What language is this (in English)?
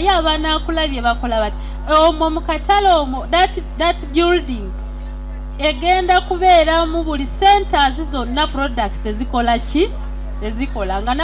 Ganda